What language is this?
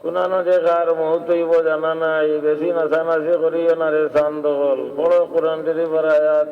Sylheti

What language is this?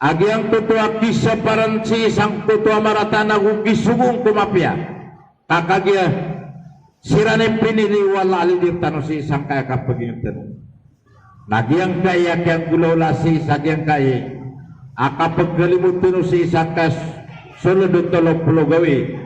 Maranao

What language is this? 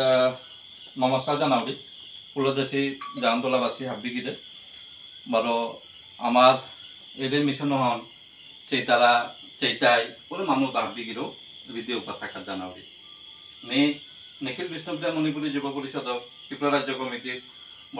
Bishnupriya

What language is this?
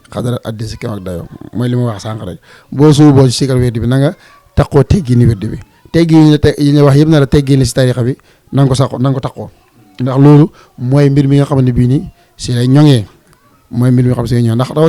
Wolof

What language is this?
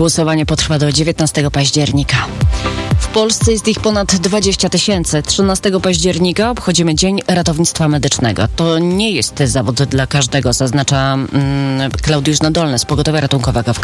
Polish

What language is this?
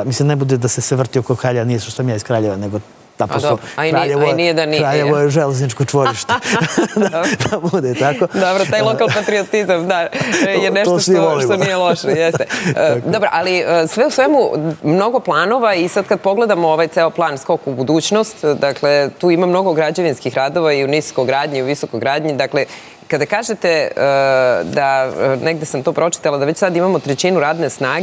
Serbian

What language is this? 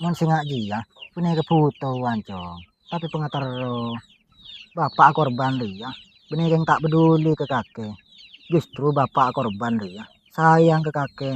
Madurese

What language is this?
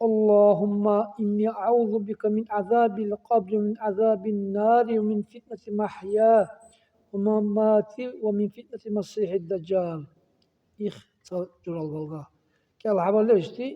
Dargwa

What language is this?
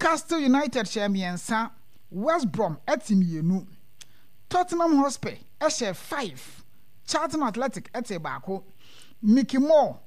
Akan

